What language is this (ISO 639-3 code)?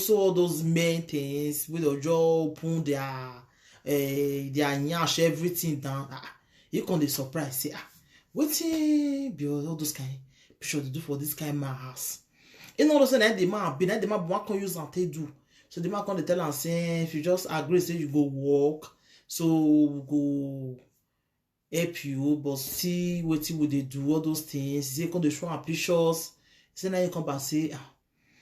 pcm